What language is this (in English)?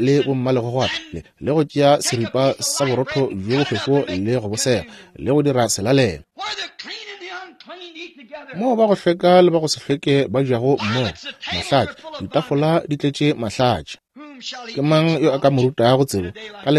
Northern Sotho